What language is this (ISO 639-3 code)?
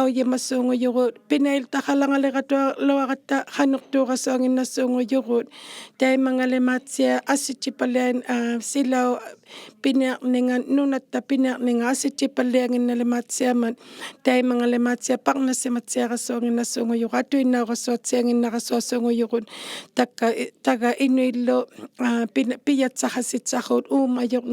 iku